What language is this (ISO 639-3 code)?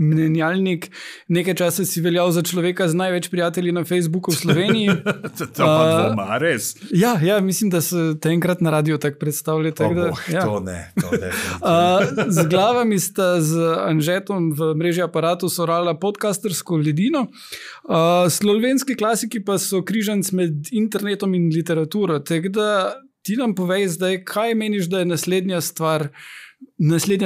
slv